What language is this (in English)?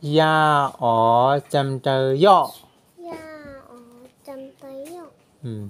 Shan